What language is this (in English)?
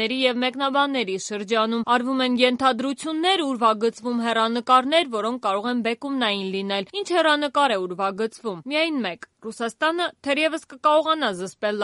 Armenian